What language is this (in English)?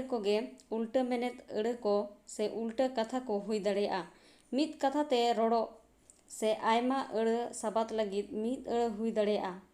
Santali